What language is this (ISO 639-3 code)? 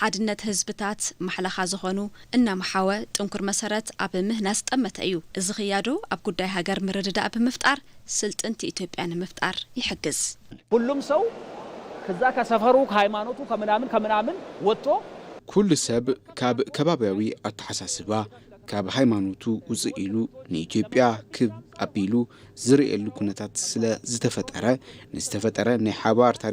tir